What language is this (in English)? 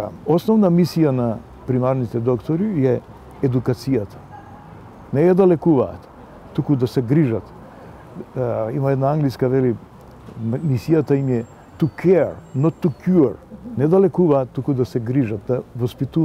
Macedonian